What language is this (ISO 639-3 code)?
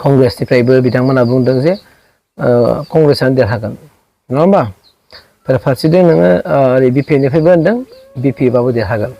brx